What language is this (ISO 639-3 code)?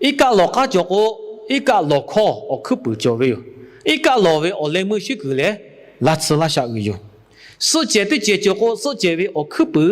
lhu